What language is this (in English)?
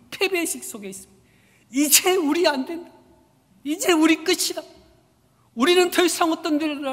Korean